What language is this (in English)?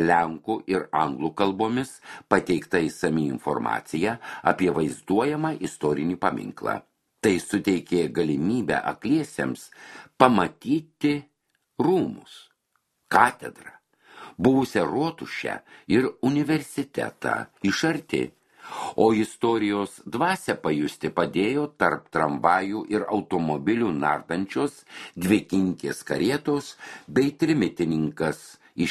Lithuanian